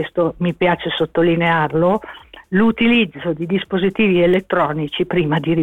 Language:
Italian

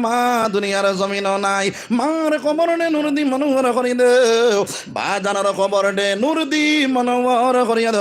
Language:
Sylheti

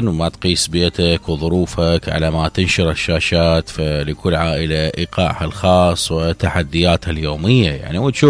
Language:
Mesopotamian Arabic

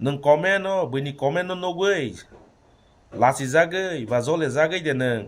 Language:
Kok Borok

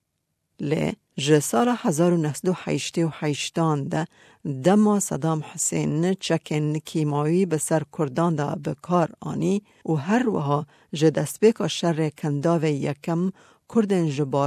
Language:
Kurdish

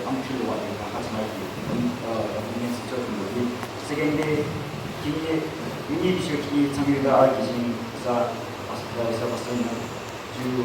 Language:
Yimchungru Naga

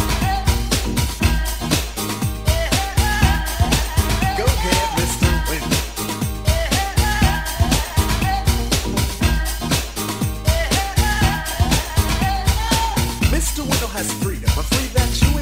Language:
English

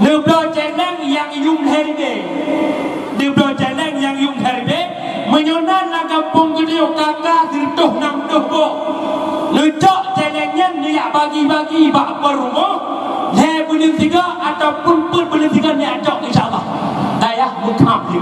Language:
Achinese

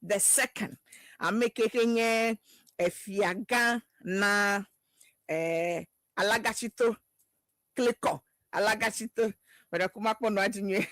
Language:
Ewe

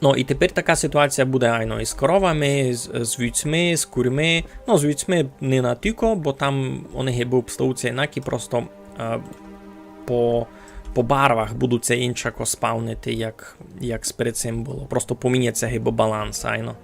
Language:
Rusyn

